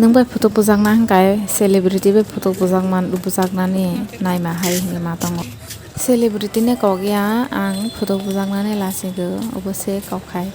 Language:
Kok Borok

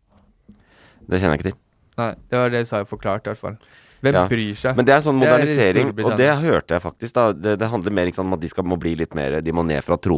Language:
Norwegian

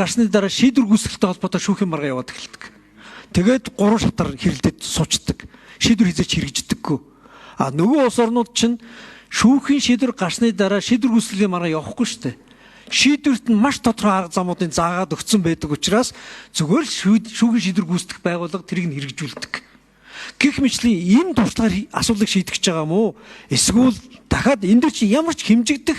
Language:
Mongolian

